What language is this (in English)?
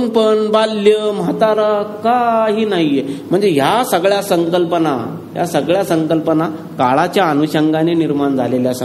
Marathi